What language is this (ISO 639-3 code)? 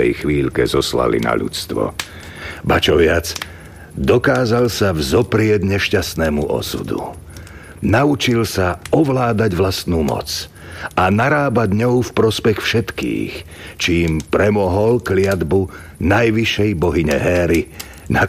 slk